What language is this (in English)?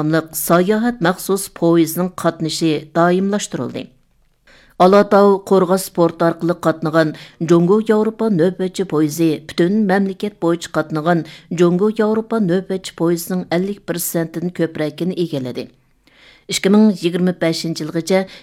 Uyghur